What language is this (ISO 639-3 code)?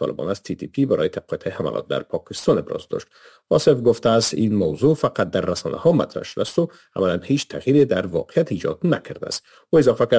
fas